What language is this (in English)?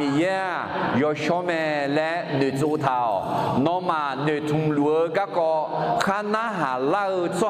Akha